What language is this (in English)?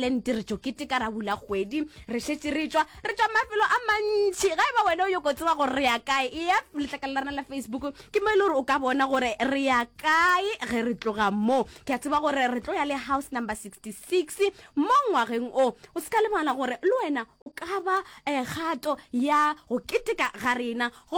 Northern Sotho